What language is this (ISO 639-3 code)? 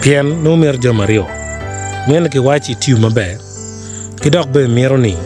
ach